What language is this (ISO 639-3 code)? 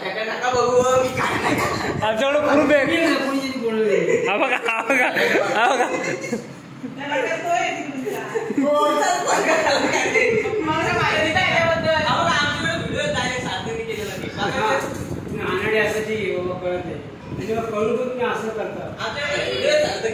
mar